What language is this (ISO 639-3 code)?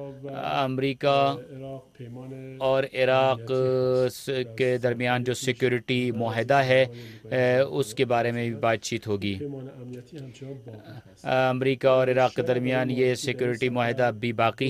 urd